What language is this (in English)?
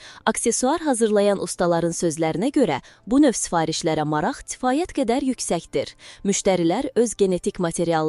Azerbaijani